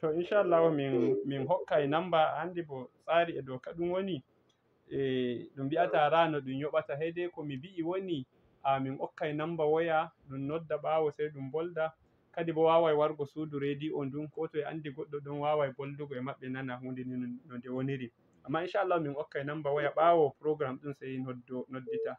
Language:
Fula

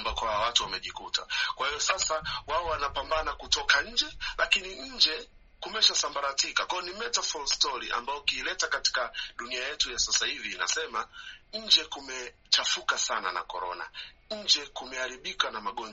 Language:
Swahili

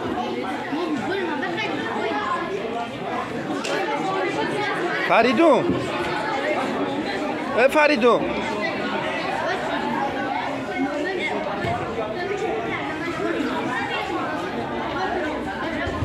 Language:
Persian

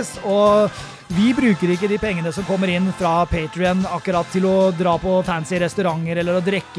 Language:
Norwegian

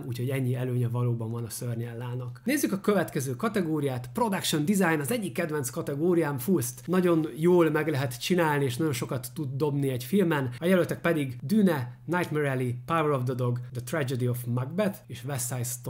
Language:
Hungarian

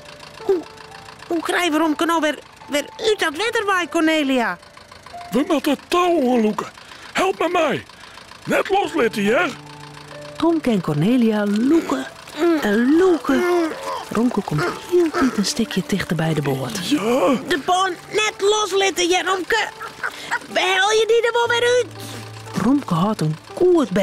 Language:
Western Frisian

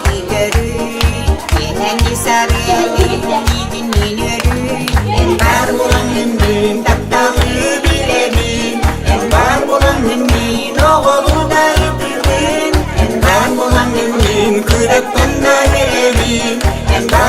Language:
Yakut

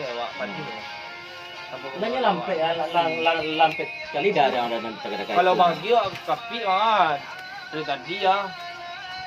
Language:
Minangkabau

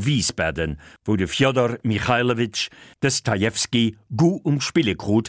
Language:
Luxembourgish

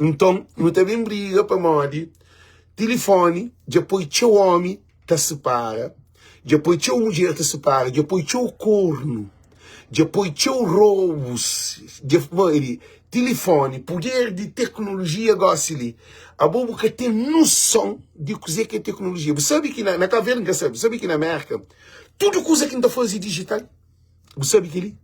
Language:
Kabuverdianu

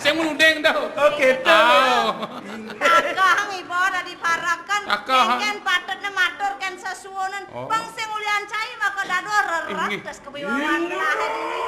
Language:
Balinese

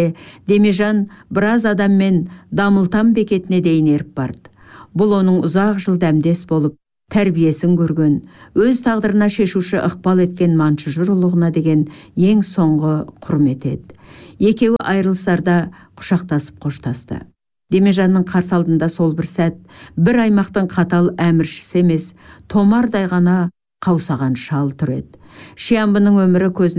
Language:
Kazakh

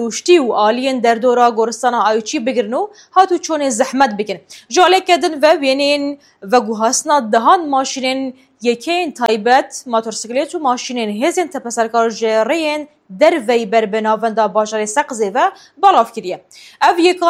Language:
Kurdish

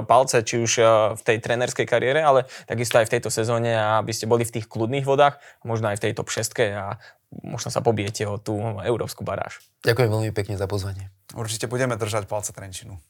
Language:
Slovak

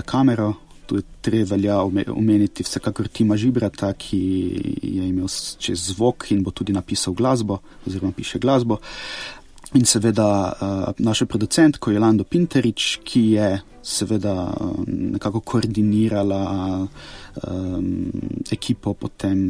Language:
Slovenian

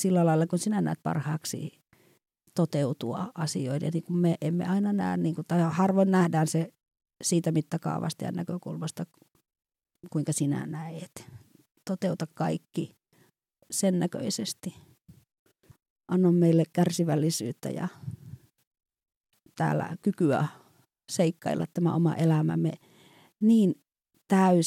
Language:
Finnish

